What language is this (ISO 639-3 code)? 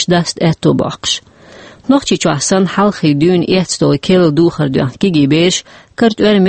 che